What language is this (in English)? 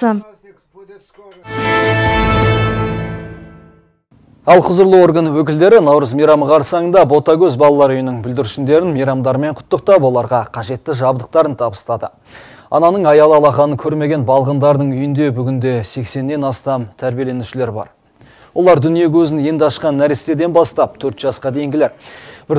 Kazakh